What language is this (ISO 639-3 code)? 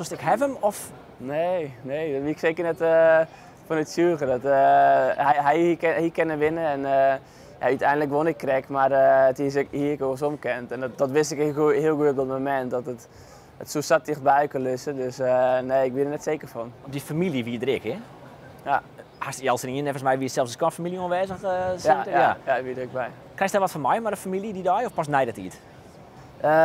fry